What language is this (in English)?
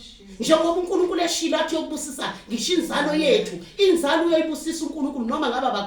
Zulu